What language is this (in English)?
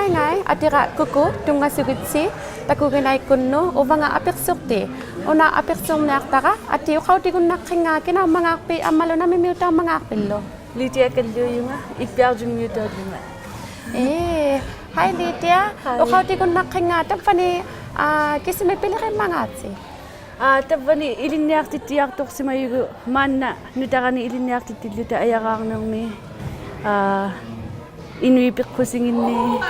Inuktitut